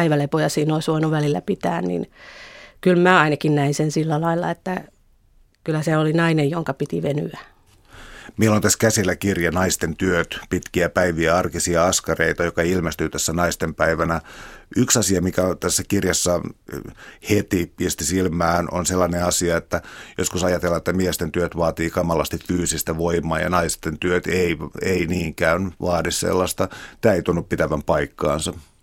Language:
Finnish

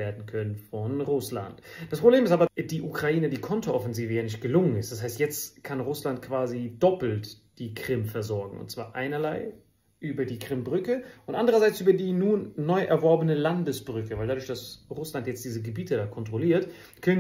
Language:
German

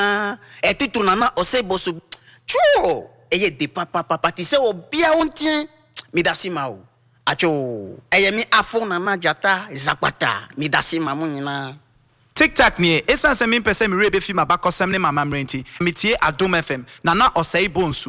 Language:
Akan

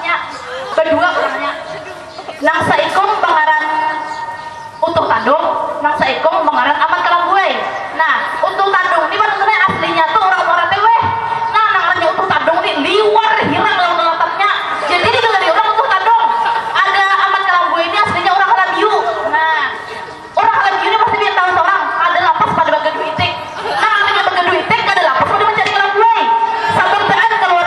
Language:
Banjar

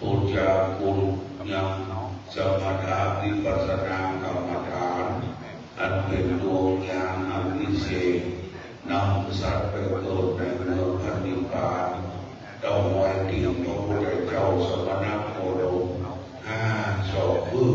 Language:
Pali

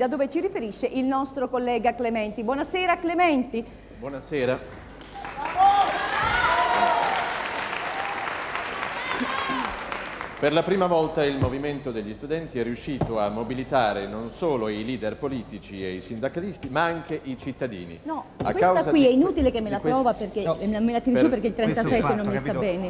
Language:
Italian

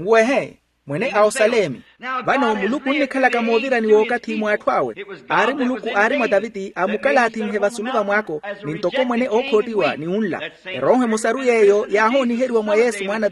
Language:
Makhuwa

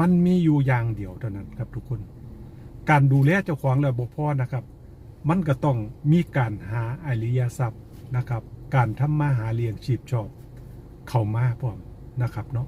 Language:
Northeastern Thai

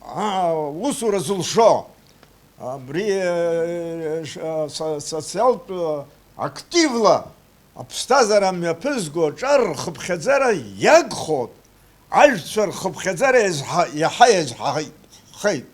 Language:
Abkhazian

